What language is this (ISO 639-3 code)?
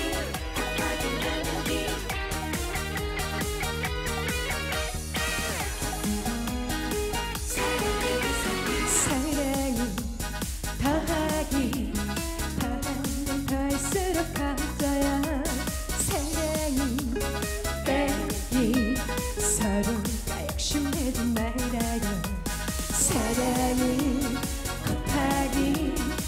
kor